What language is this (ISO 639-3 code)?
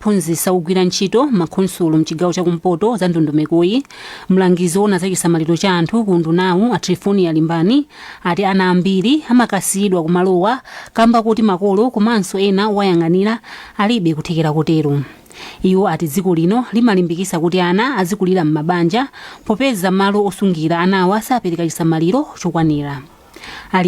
nya